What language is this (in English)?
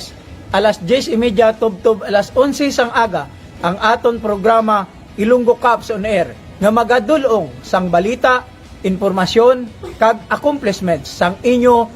Hiligaynon